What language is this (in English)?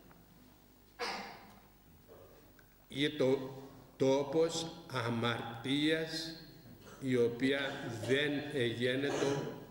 Greek